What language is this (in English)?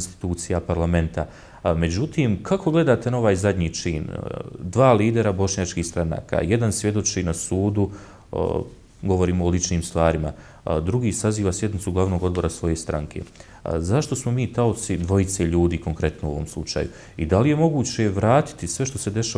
Bosnian